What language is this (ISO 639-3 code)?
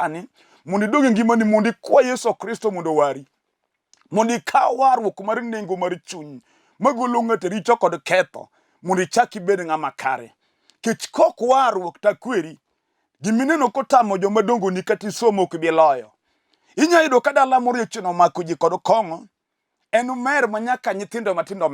luo